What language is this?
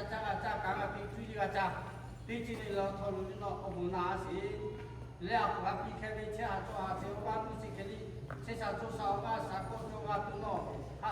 Lahu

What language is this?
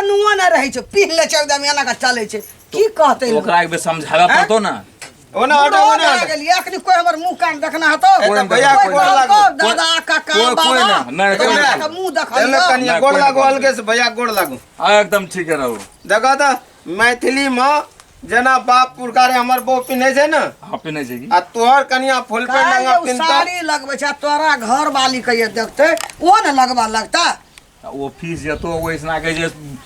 Maithili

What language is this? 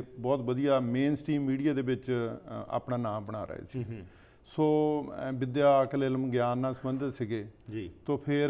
Punjabi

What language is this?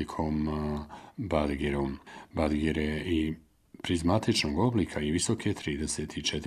Bosnian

